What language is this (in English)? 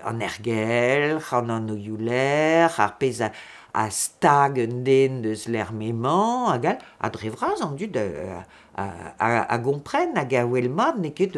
Breton